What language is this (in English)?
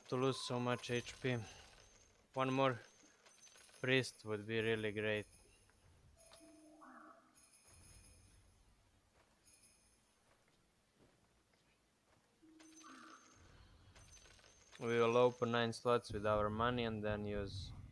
English